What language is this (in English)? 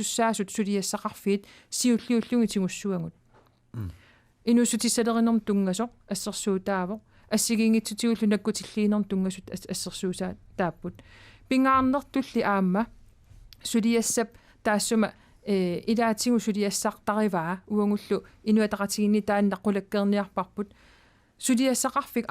Kalaallisut